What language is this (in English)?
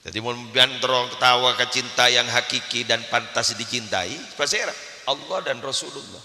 Madurese